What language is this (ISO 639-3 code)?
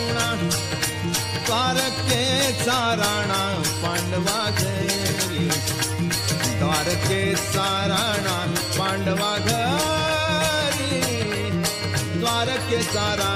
mar